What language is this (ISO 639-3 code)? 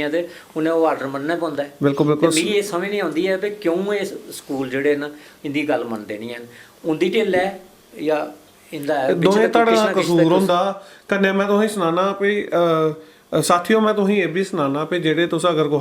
doi